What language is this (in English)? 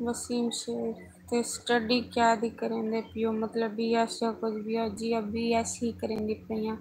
Saraiki